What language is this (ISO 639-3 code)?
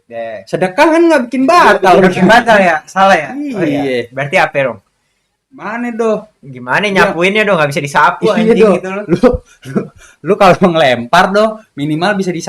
bew